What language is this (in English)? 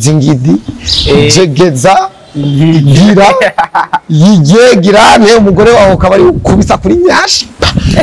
Rundi